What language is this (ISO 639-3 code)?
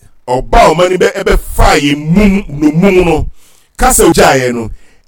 aka